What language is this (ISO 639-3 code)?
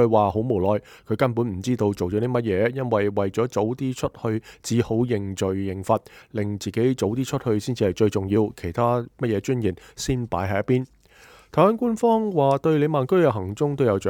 yue